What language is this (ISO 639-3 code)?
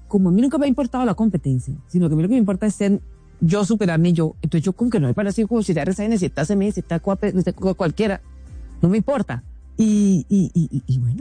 spa